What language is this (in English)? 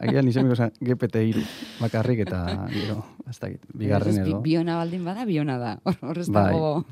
Basque